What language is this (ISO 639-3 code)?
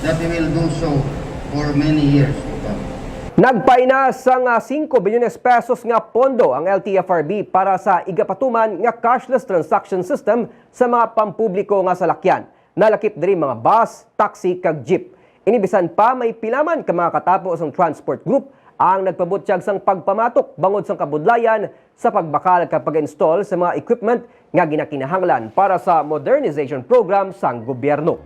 hil